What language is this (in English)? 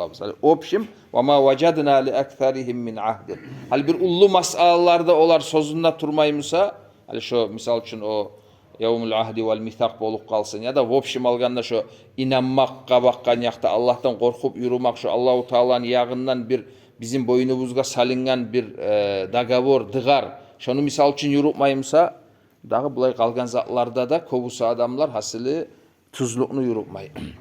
Kumyk